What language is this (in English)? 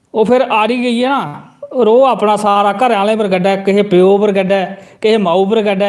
Dogri